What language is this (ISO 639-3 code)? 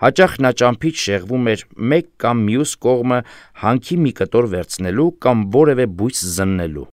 hye